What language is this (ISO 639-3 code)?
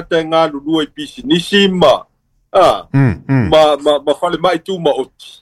smo